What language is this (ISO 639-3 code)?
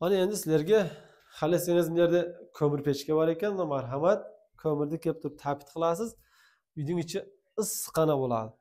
uzb